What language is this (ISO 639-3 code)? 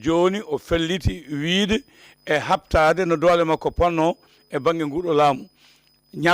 ful